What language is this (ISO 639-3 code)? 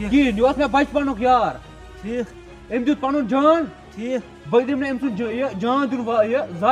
kas